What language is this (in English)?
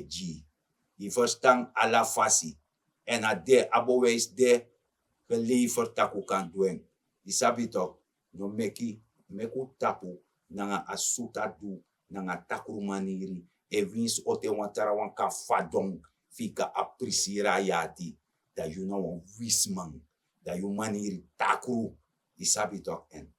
Sranan Tongo